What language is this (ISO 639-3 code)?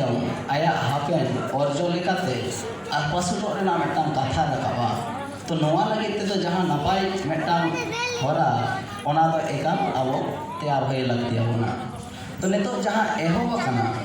sat